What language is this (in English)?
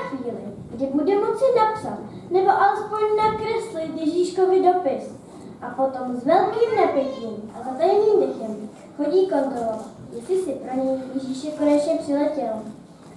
Czech